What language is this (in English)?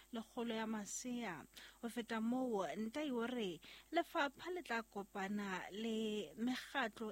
Southern Sotho